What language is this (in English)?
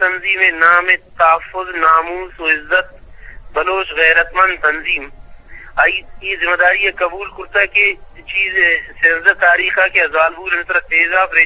Eastern Balochi